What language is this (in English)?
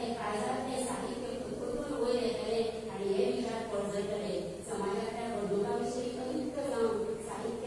Konkani